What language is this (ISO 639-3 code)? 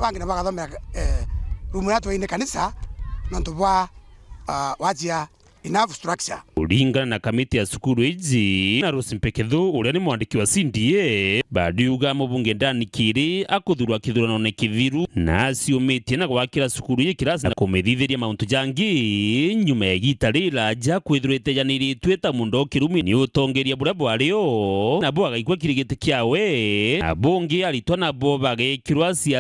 mer